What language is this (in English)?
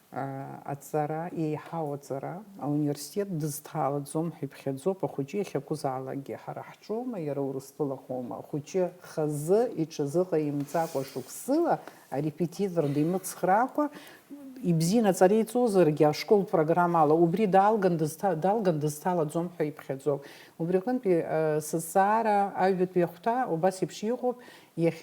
Abkhazian